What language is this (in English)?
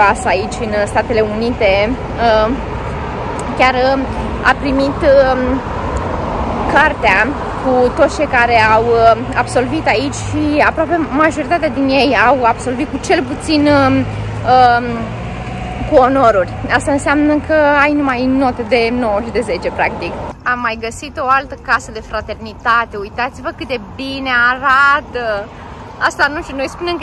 Romanian